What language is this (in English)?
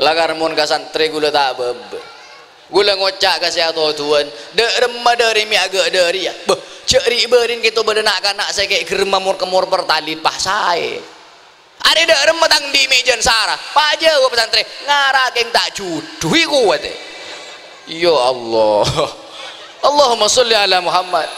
Madurese